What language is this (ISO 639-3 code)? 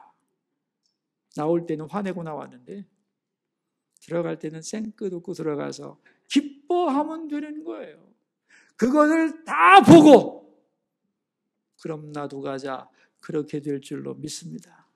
kor